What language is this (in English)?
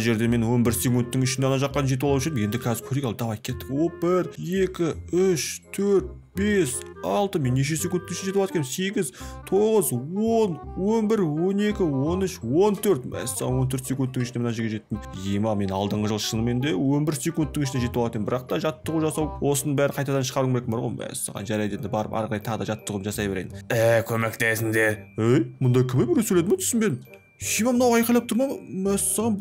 Kazakh